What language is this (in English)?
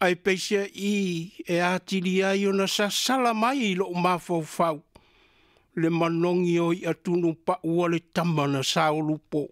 Samoan